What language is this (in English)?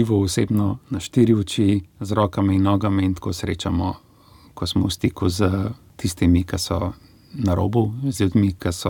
Slovenian